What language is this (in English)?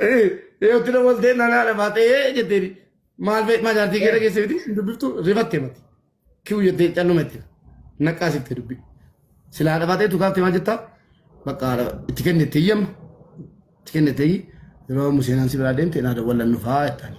Oromo